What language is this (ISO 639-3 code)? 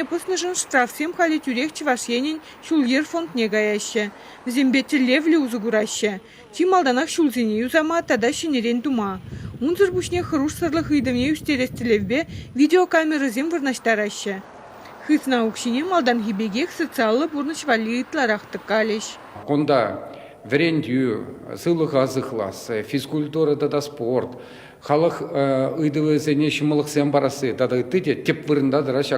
chv